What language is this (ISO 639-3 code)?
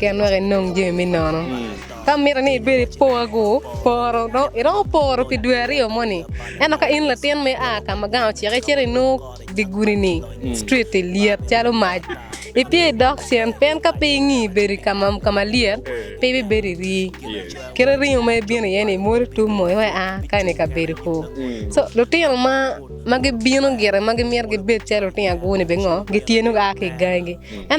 ach